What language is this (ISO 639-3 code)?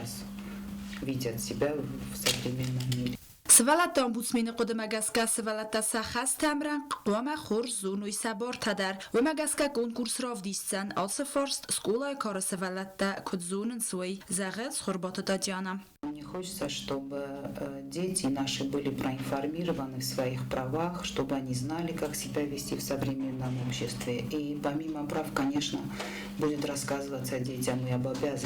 oss